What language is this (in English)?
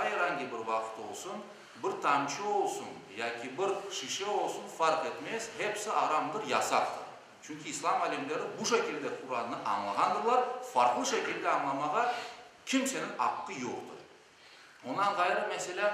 Crimean Tatar